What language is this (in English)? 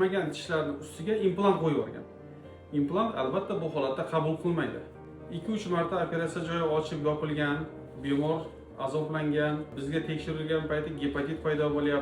Uzbek